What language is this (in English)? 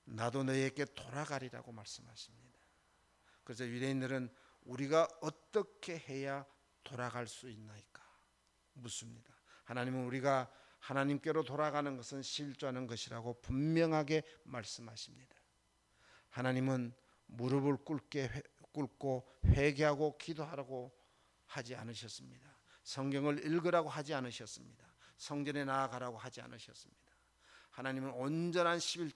Korean